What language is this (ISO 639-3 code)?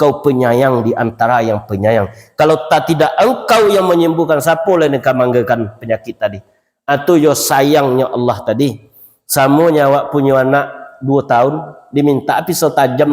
min